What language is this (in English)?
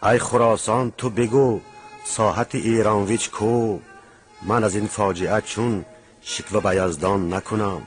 Tajik